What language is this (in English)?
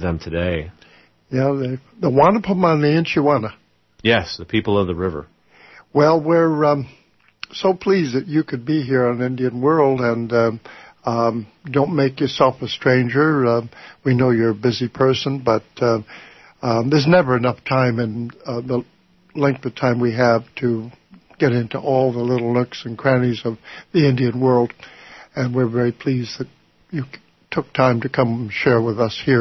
English